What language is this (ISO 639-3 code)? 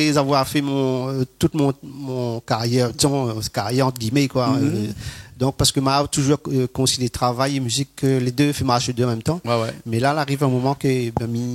rcf